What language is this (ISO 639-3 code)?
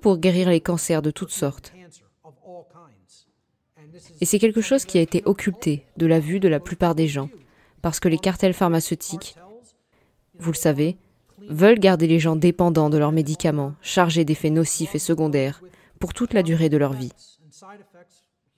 fra